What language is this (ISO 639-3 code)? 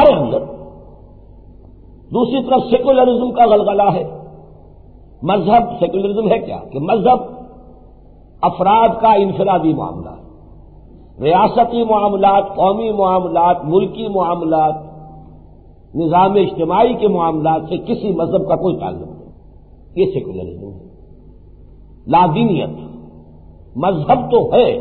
urd